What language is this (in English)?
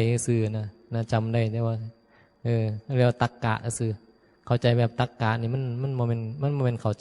Northeastern Thai